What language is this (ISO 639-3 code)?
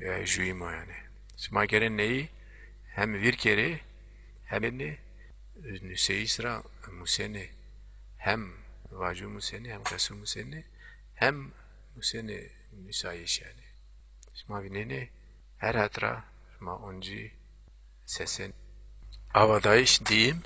zza